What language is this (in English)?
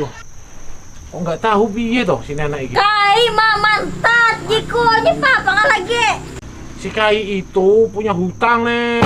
Banjar